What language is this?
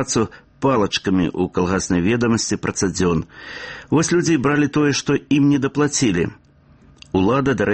Belarusian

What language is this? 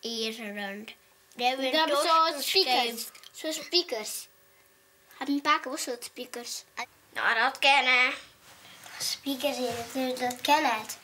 Western Frisian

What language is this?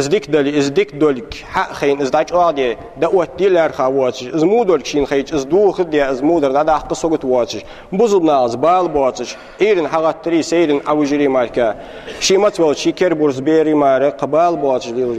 Ingush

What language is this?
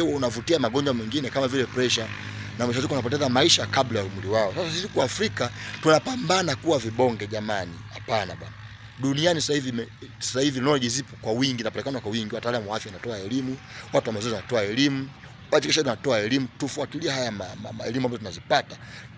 Swahili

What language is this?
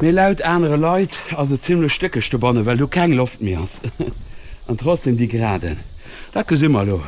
Luxembourgish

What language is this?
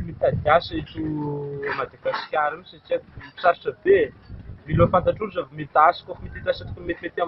Malagasy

